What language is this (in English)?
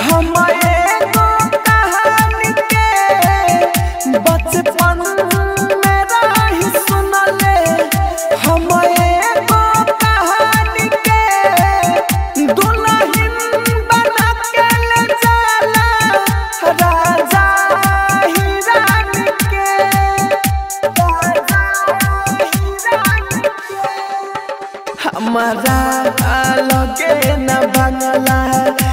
Bhojpuri